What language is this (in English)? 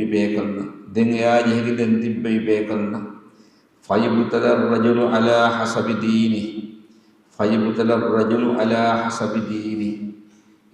Divehi